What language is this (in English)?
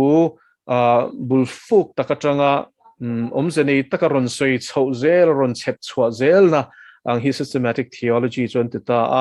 Mizo